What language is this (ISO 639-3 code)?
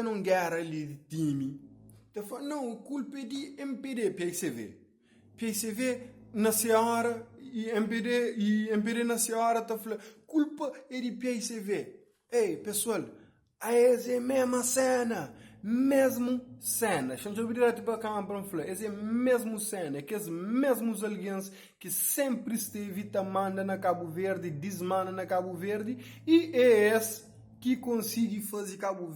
kea